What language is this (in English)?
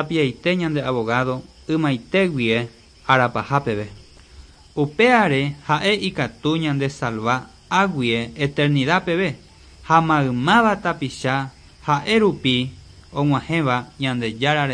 Guarani